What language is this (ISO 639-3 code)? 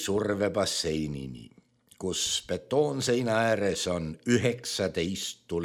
est